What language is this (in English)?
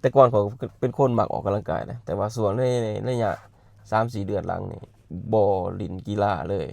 Lao